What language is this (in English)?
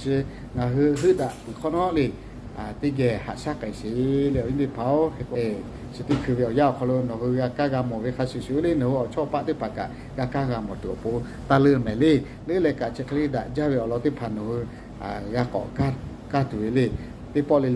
Lahu